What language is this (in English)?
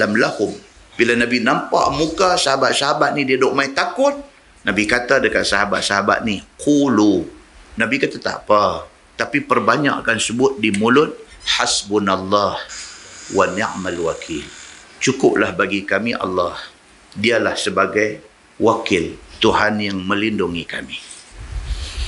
Malay